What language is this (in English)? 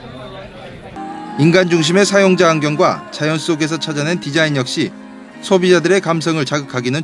Korean